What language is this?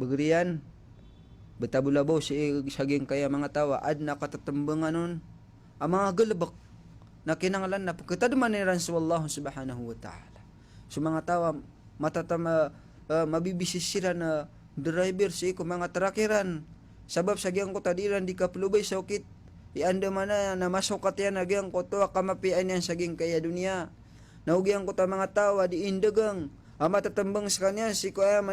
Maranao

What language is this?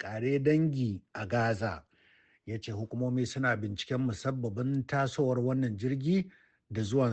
Hausa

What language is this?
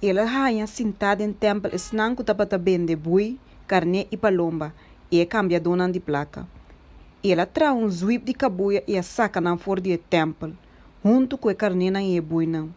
Papiamento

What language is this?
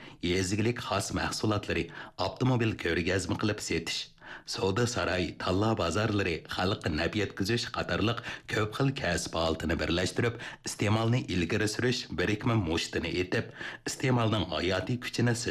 Uyghur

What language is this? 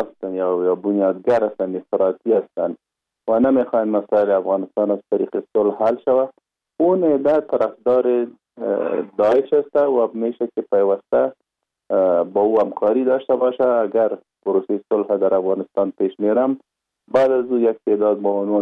Persian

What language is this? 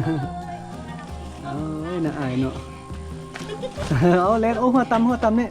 Lao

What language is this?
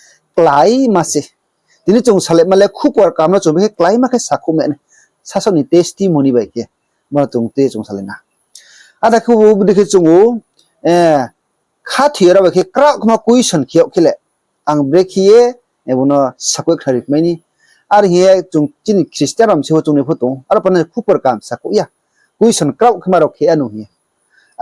Riang (India)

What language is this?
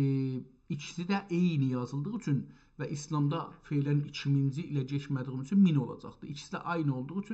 South Azerbaijani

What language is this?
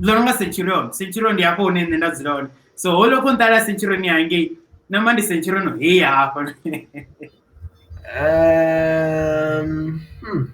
Venda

